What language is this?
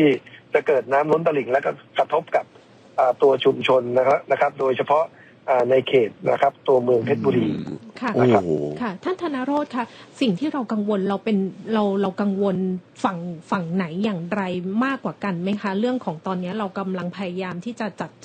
Thai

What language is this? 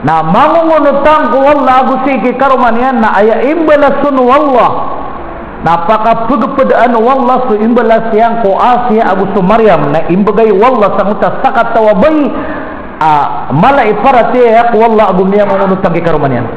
Maranao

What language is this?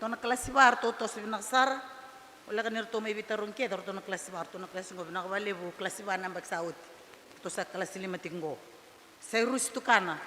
Fijian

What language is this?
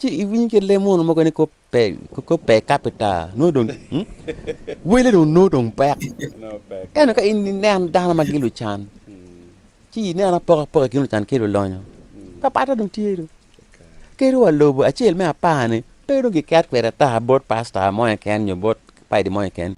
Acoli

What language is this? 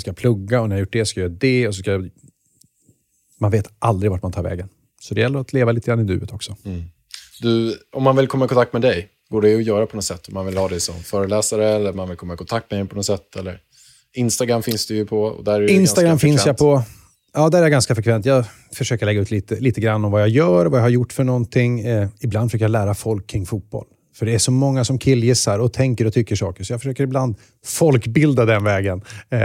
Swedish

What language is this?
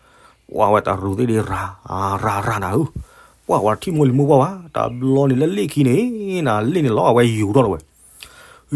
S'gaw Karen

